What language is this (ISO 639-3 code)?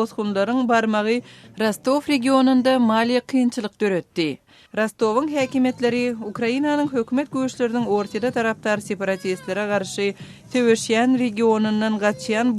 tuk